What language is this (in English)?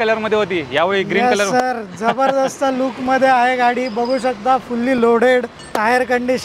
Marathi